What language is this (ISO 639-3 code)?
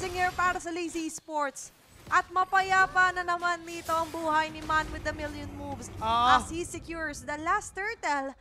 fil